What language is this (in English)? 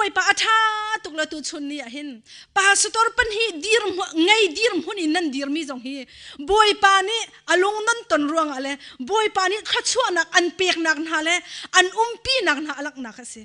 Hakha Chin